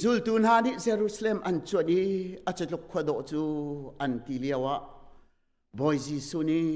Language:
Hakha Chin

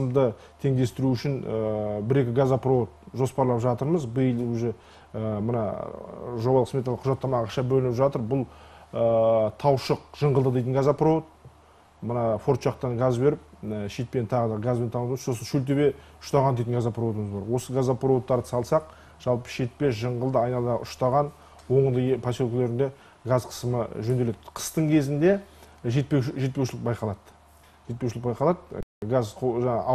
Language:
Kazakh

